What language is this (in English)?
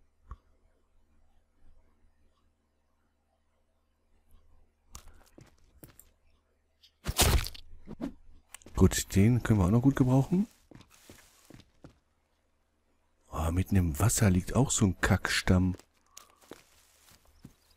German